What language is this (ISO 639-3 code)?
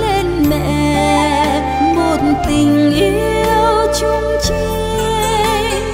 vie